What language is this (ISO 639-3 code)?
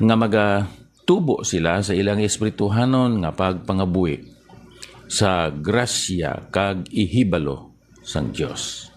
hil